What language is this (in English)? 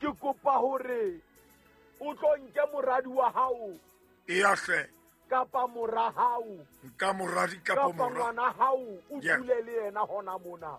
Southern Sotho